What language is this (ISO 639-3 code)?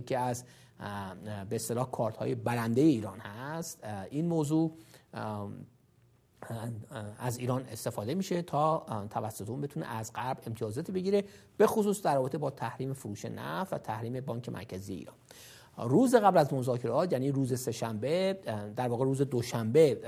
fas